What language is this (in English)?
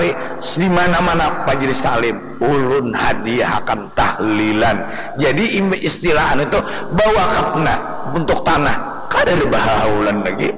Banjar